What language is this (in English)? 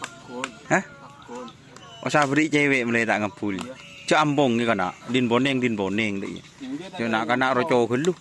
Madurese